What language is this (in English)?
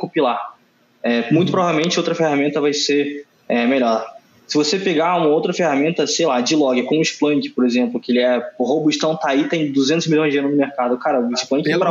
Portuguese